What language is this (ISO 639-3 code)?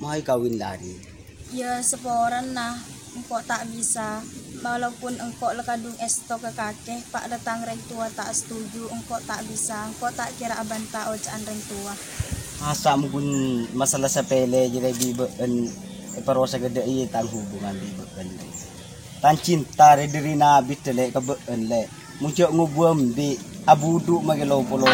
mad